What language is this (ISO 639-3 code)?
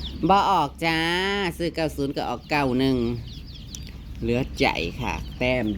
tts